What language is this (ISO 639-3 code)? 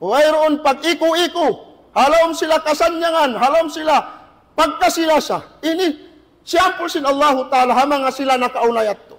tsg